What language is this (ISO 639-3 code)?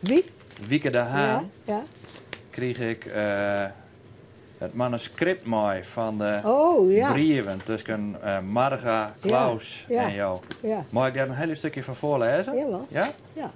fry